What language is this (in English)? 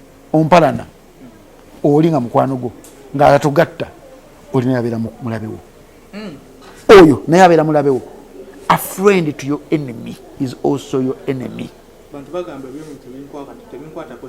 Ganda